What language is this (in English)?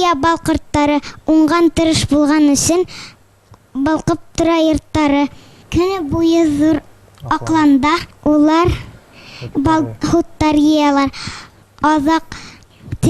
Bashkir